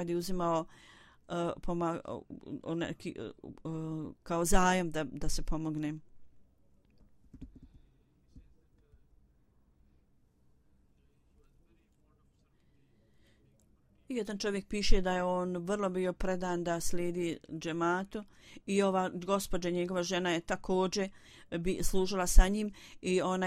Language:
Bosnian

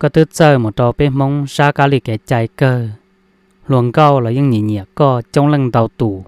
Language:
Hmong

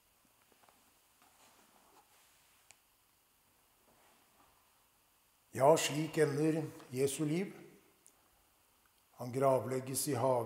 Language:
Norwegian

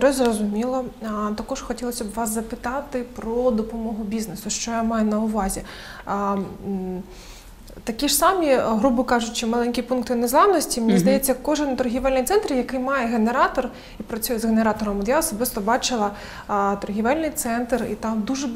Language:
Ukrainian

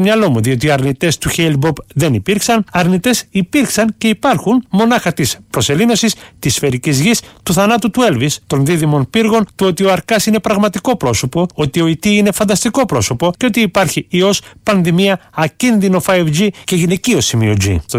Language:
Greek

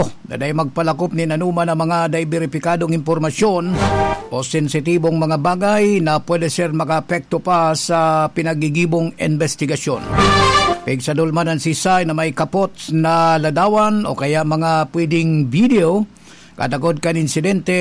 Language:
Bikol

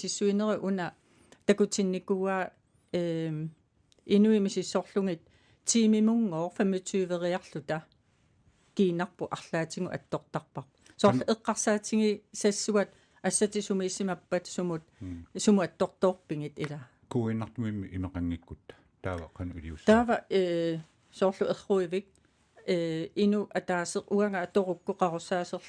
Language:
Kalaallisut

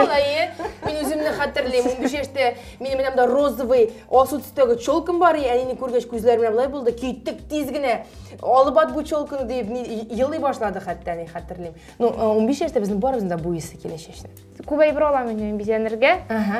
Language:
Tatar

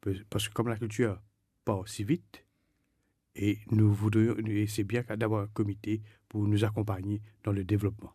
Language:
Morisyen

